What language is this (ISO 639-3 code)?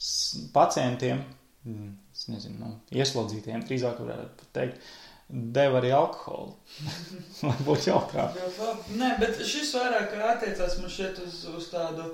lav